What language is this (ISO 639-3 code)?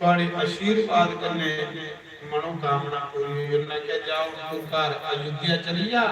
doi